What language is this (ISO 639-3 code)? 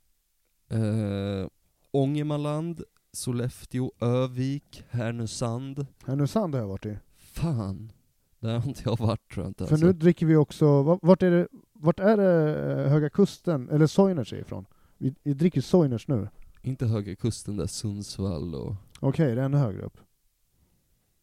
swe